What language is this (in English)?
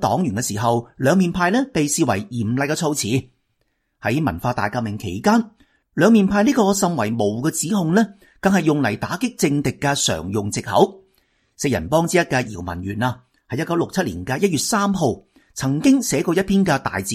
Cantonese